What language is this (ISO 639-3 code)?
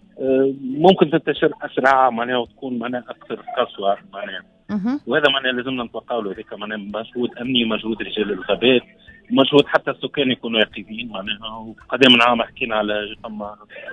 aeb